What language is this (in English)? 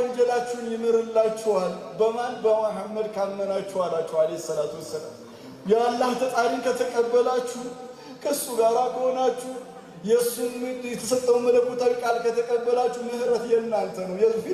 Amharic